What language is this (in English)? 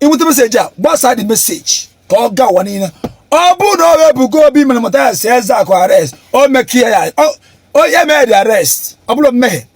Igbo